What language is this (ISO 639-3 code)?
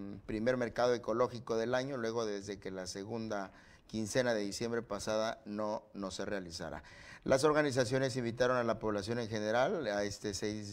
spa